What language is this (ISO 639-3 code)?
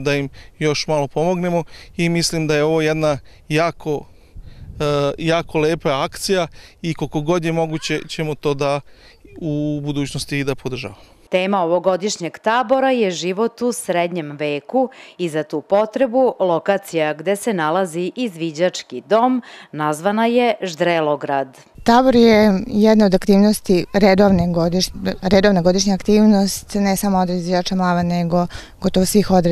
srp